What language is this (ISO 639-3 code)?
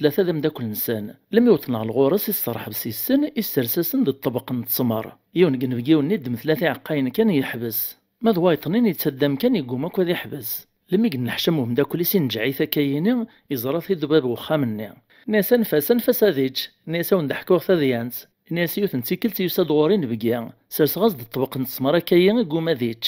kab